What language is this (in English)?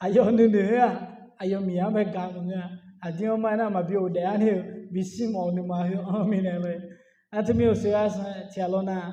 Akha